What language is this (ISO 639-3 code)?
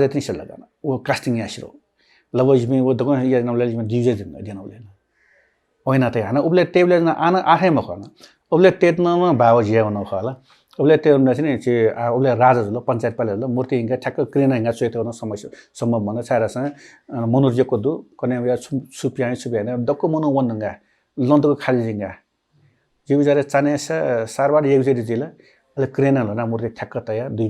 new